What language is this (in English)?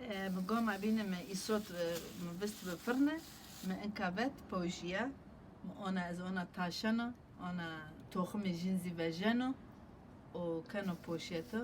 Zaza